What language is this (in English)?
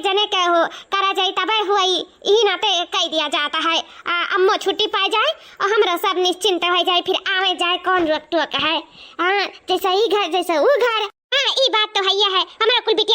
Awadhi